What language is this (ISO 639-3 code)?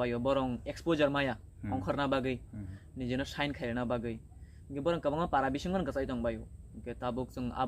trp